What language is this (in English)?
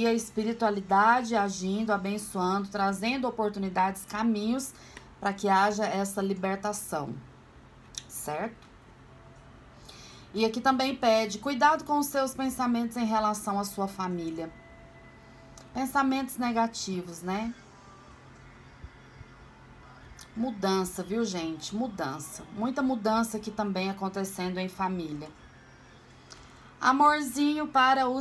Portuguese